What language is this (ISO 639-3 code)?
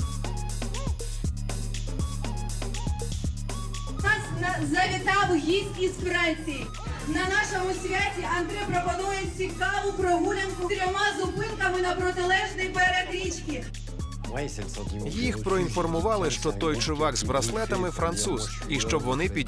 ukr